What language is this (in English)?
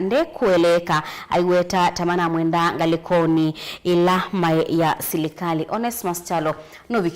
Kamba